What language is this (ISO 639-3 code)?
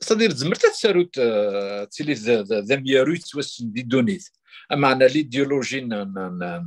kab